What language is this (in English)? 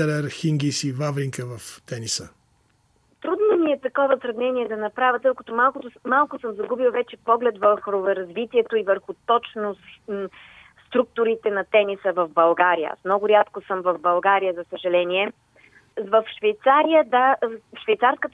Bulgarian